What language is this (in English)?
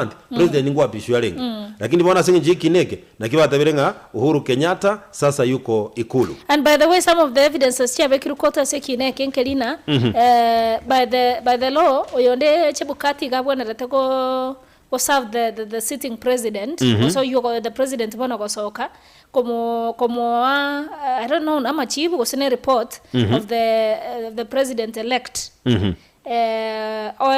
Gusii